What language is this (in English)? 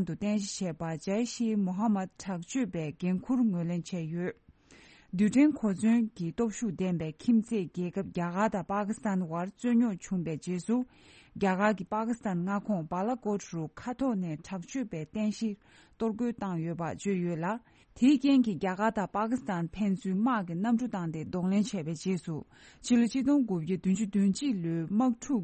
Tibetan